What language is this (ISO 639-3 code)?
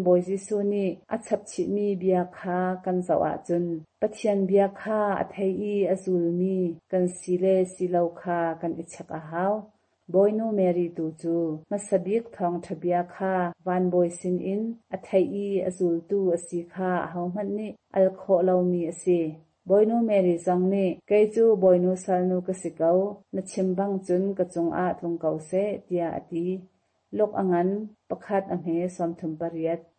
cnh